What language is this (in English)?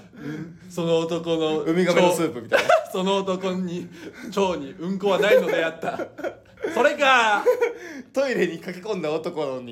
Japanese